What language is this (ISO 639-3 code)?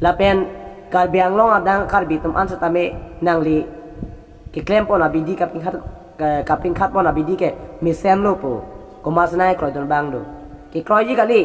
mjw